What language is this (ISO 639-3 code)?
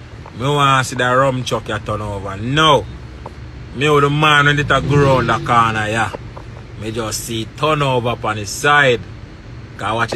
jam